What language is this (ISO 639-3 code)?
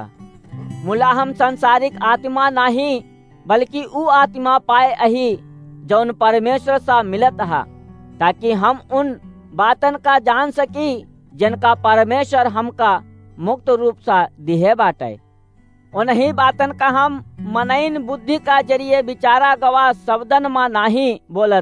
awa